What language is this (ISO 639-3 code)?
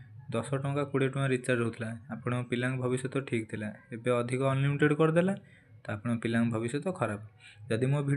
ori